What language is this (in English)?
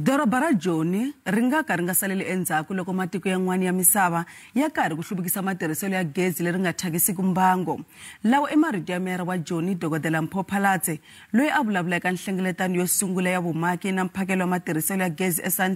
Tsonga